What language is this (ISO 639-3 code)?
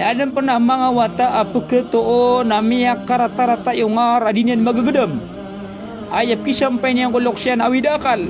mrw